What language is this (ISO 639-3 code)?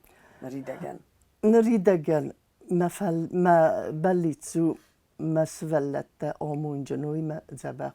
oss